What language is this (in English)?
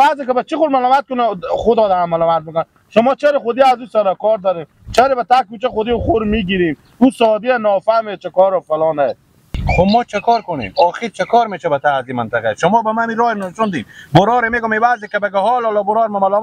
Persian